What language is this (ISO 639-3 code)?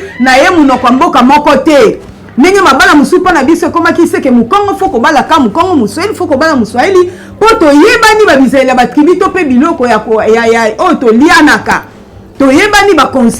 lin